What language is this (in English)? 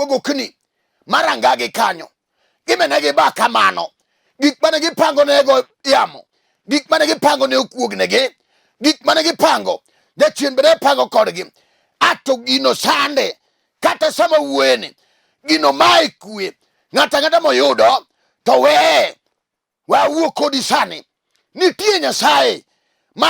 Luo (Kenya and Tanzania)